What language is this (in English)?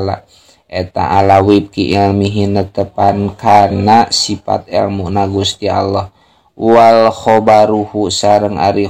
Sundanese